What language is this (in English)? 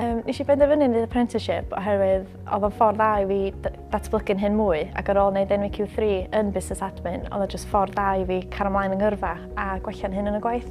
Welsh